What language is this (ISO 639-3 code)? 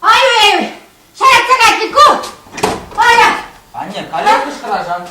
chv